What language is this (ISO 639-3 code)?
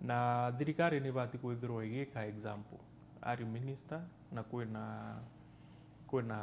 mer